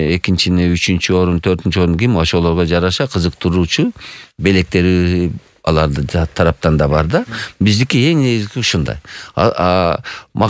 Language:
Kyrgyz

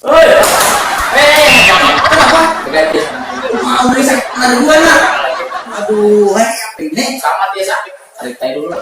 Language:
Banjar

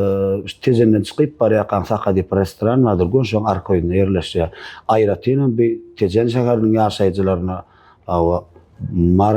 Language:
Turkmen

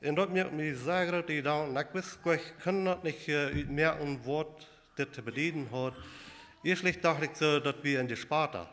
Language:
Plautdietsch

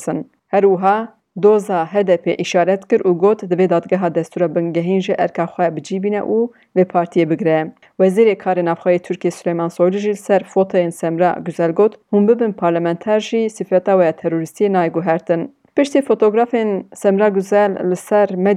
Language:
Kurdish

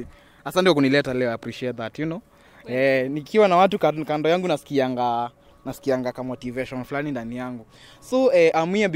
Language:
Swahili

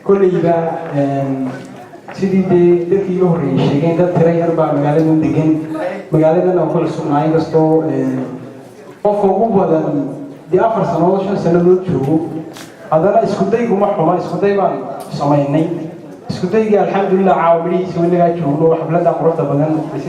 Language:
Somali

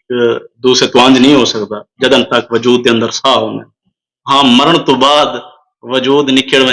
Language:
Saraiki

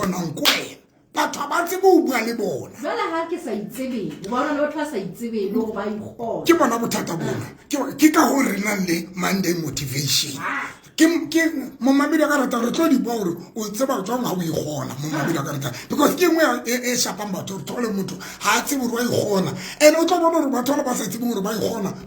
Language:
Southern Sotho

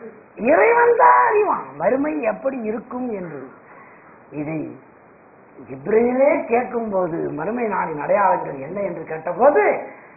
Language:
Tamil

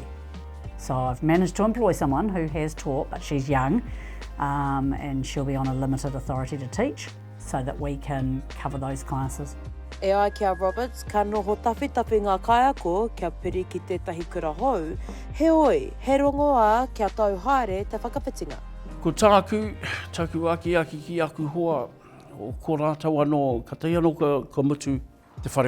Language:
Māori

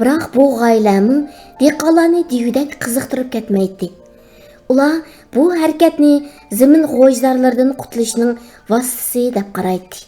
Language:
Uyghur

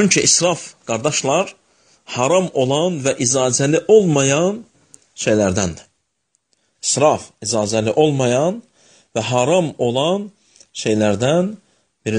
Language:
Azerbaijani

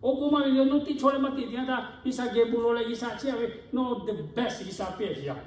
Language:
Lahu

